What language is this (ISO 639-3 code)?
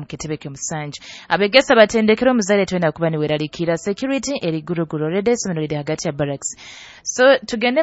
nyo